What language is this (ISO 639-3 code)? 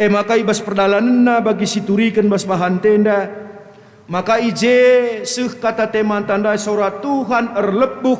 btx